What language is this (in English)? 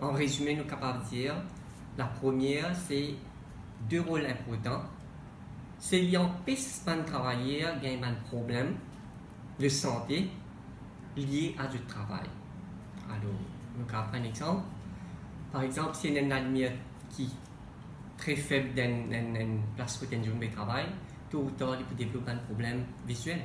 Morisyen